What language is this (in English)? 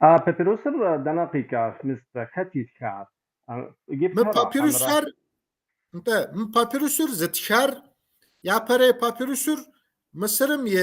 Kabardian